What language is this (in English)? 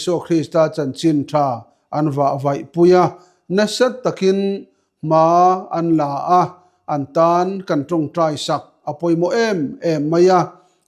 Mizo